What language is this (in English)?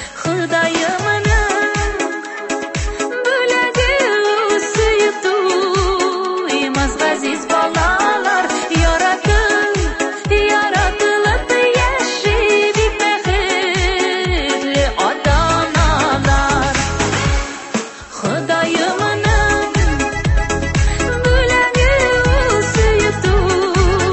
Tatar